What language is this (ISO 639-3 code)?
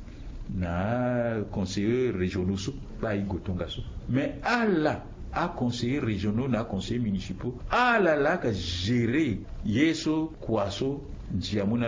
sag